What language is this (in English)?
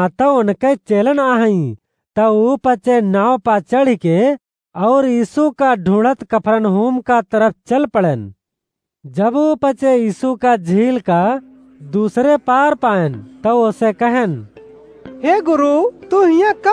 Awadhi